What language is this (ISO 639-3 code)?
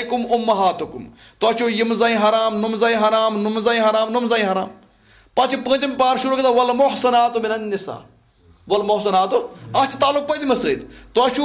kas